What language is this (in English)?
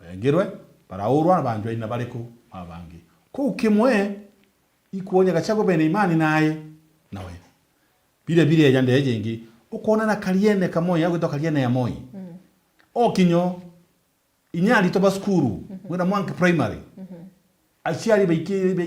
Meru